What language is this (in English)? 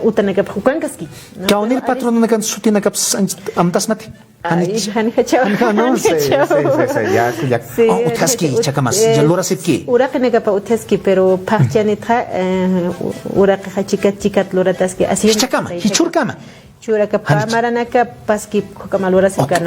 Aymara